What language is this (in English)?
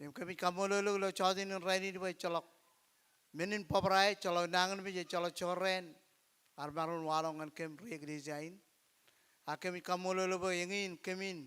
Marshallese